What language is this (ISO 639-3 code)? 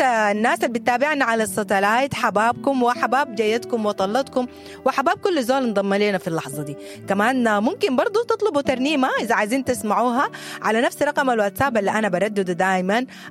apd